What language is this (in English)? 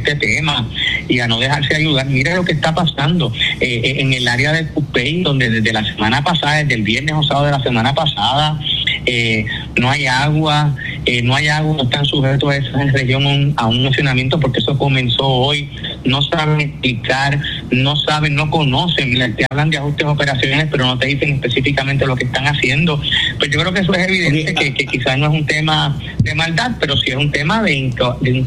Spanish